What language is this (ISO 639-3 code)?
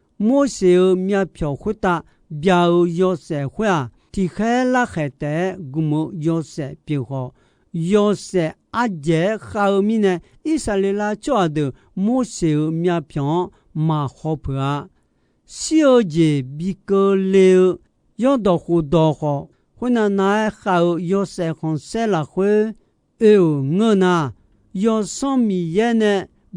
ahk